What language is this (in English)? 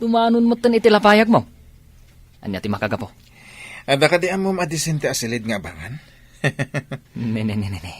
Iloko